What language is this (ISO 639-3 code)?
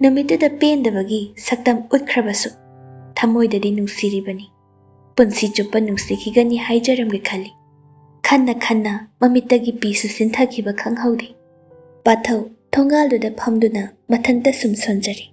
mni